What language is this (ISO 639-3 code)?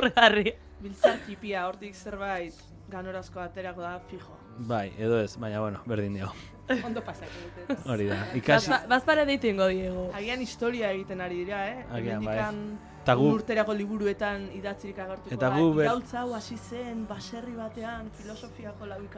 eus